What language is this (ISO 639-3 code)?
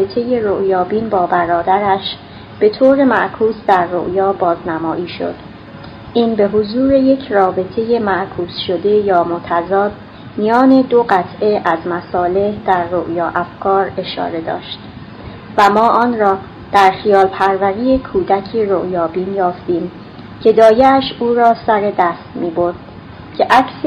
fas